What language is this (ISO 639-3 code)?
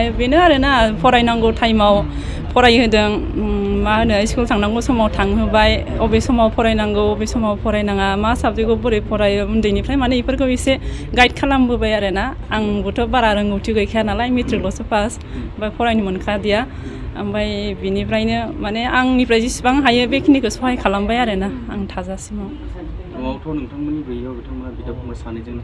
brx